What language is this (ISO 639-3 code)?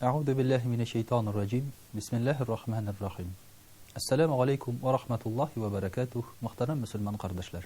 tat